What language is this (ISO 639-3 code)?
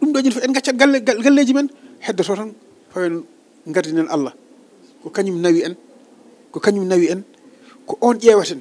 ful